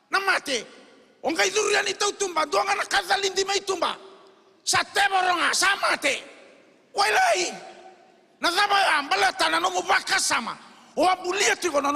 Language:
Fijian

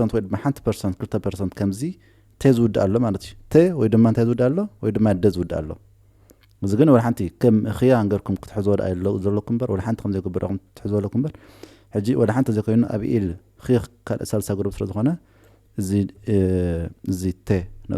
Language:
Tigrinya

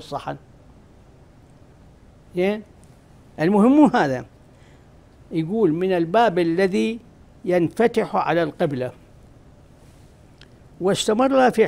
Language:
Arabic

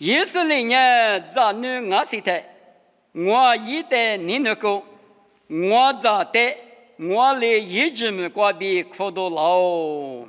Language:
Lisu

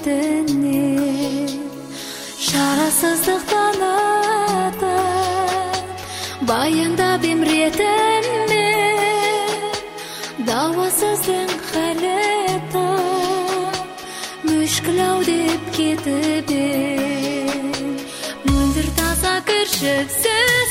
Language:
Kazakh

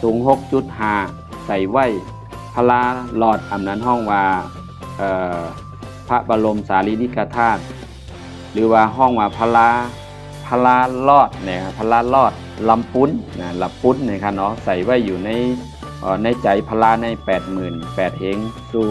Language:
Shan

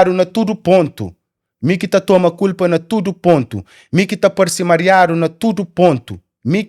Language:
Kabuverdianu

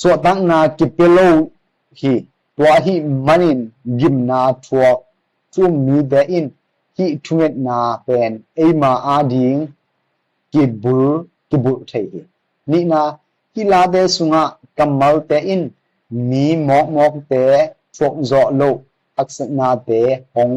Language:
Tedim Chin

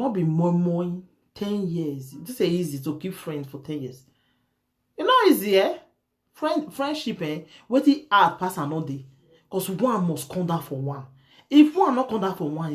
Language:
Nigerian Pidgin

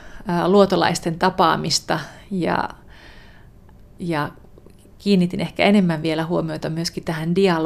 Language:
Finnish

